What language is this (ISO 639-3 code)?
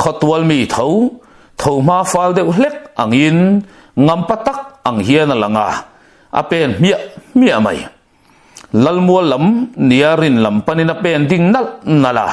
lus